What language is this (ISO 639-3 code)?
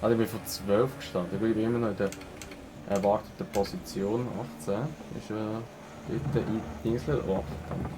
gsw